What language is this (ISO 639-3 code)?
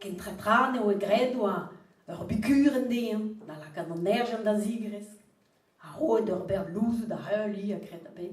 bre